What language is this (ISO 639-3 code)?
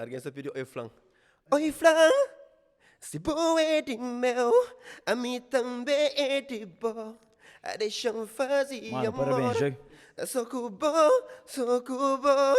kea